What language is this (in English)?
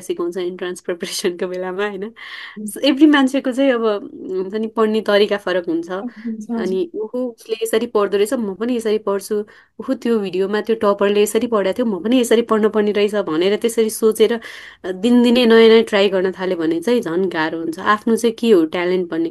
Nepali